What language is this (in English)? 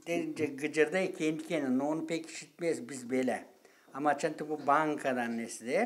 Gagauz